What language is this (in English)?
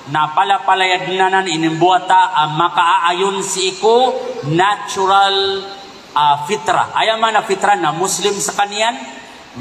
Maranao